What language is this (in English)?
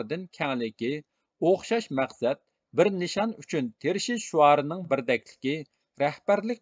Uyghur